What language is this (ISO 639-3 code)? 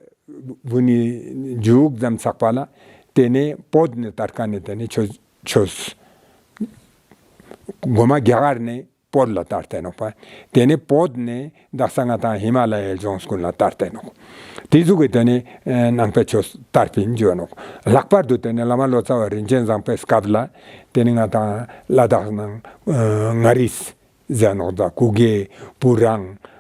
lbj